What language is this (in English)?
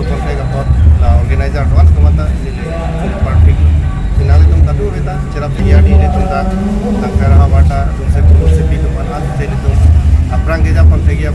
Karbi